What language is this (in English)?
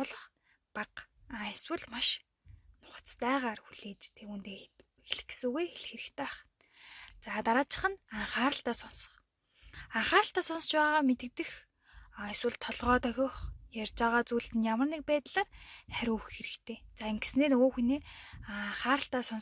Mongolian